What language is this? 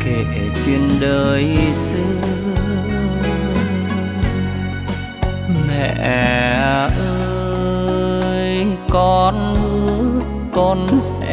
Vietnamese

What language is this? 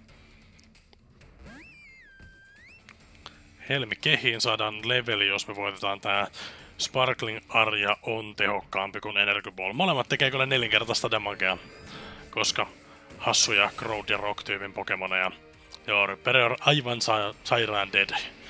Finnish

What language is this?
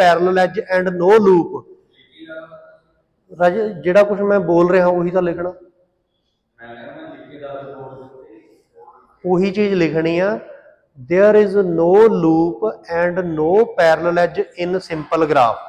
Punjabi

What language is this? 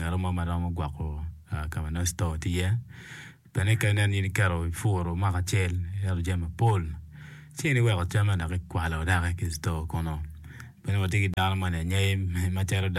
Acoli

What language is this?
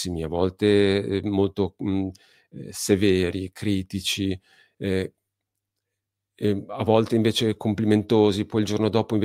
Italian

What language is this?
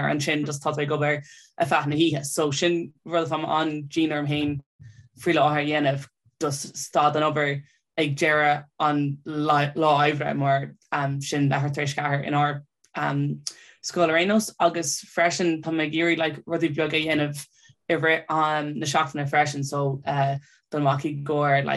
Irish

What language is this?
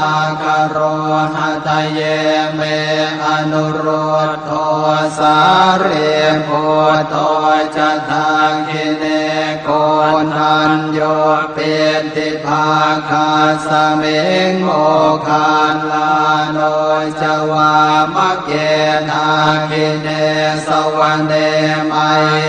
Pali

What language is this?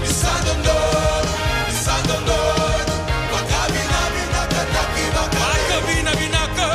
Fijian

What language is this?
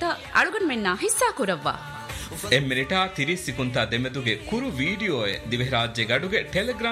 Divehi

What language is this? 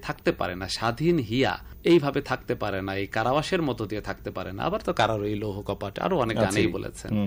Bangla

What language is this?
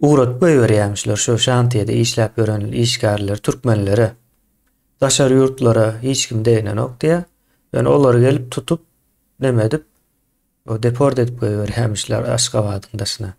Turkmen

